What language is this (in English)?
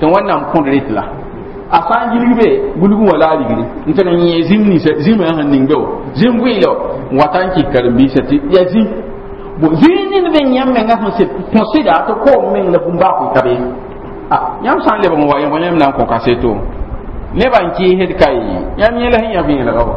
Mossi